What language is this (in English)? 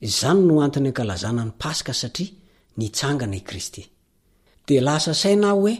Malagasy